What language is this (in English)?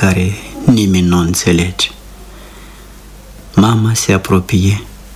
Romanian